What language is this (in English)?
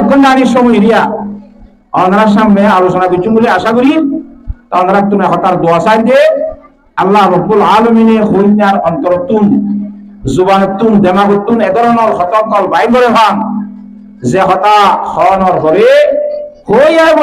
Rohingya